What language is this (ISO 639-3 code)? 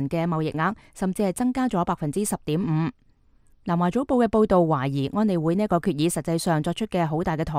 yue